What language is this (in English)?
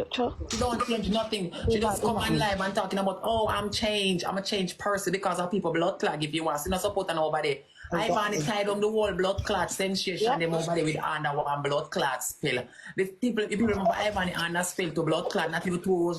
Jamaican Creole English